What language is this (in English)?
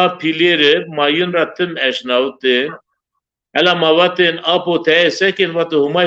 Zaza